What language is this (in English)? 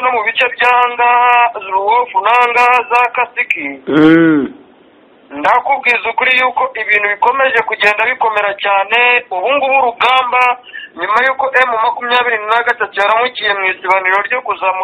Kinyarwanda